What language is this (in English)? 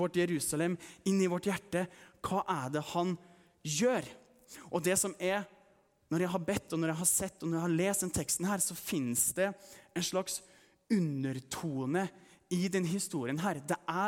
Norwegian